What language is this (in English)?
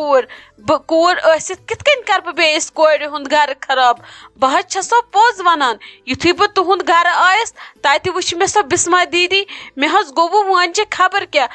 Kashmiri